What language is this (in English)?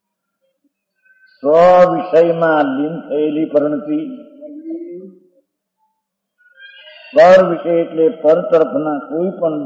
Gujarati